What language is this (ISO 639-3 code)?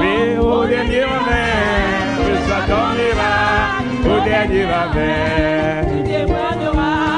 ewe